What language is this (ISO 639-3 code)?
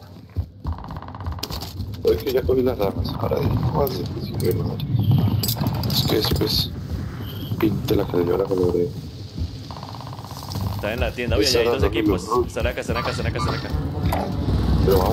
spa